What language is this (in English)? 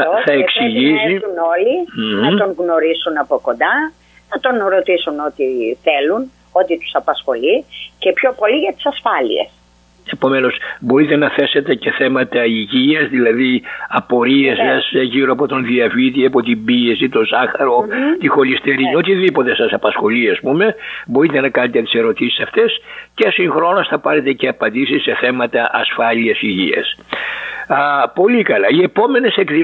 Greek